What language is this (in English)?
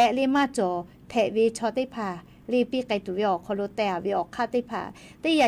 Lahu